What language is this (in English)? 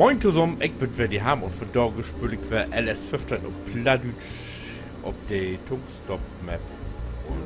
Low German